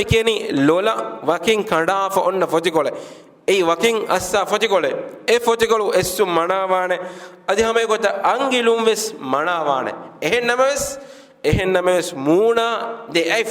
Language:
Divehi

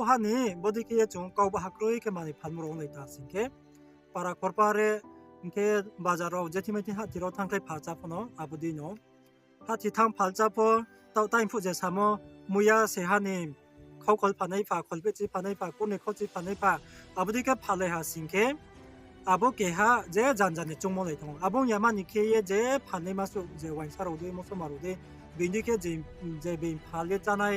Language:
Riang (India)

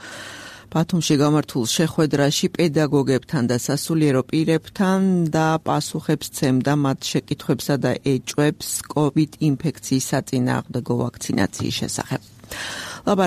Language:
Georgian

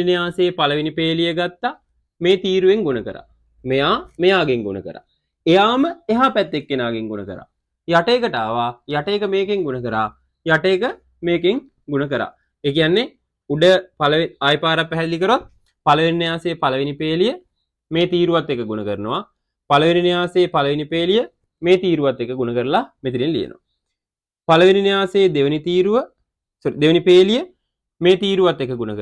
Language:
Sinhala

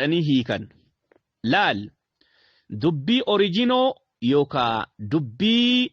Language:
Oromo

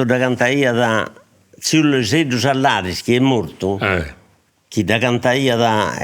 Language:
Sardinian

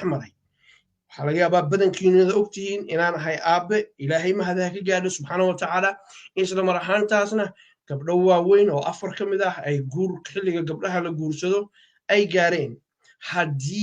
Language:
Somali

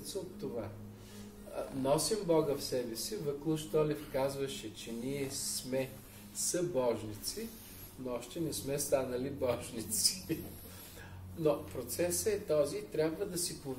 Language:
Bulgarian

